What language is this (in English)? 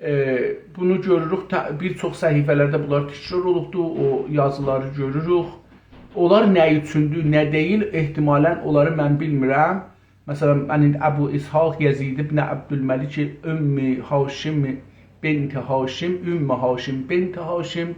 South Azerbaijani